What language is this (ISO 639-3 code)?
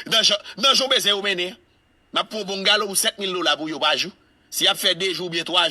hat